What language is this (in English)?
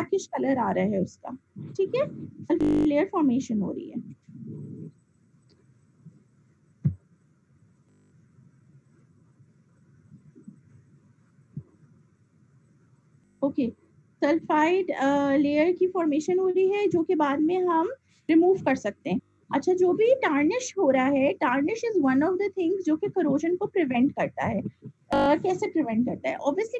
Hindi